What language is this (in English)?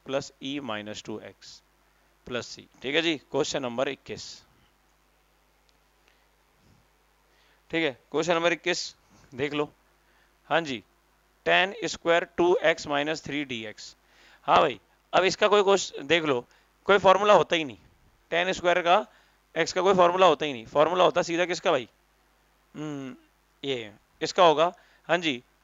Hindi